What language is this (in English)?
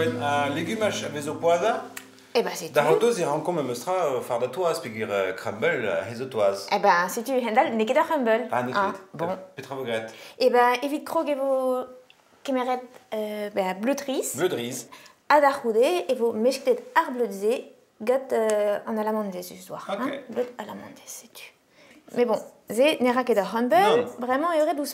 Breton